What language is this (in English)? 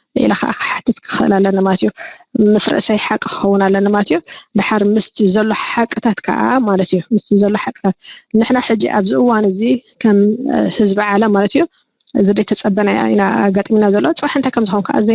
Tigrinya